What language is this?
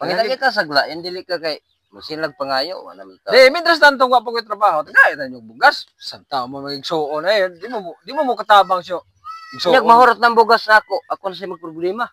Cebuano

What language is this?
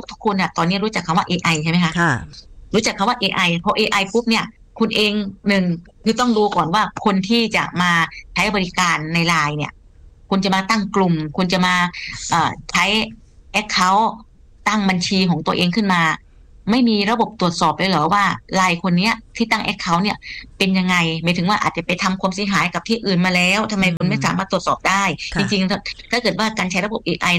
Thai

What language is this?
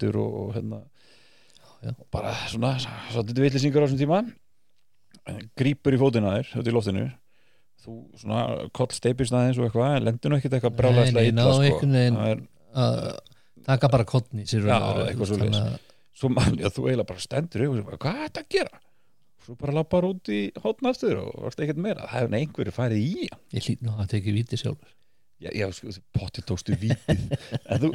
Icelandic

